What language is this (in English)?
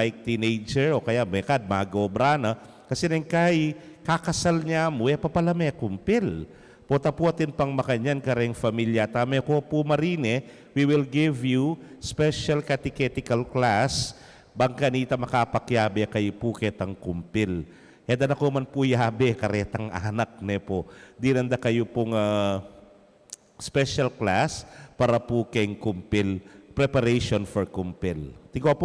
Pampanga